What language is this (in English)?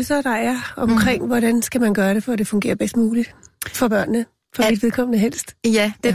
Danish